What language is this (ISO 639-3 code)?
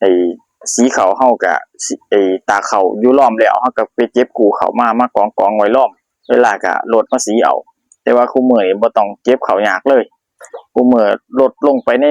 tts